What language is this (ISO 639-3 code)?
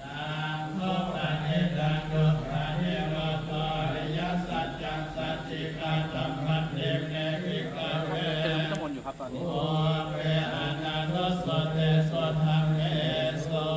pli